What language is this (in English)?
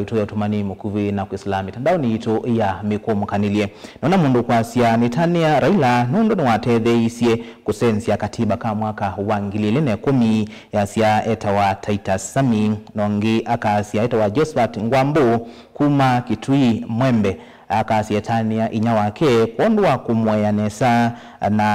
Kamba